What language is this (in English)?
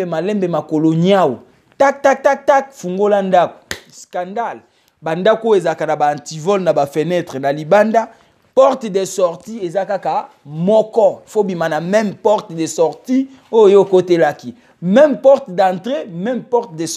Lingala